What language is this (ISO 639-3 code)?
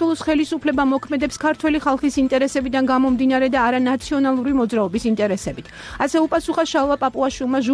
kat